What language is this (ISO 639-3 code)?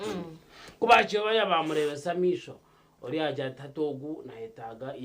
nyn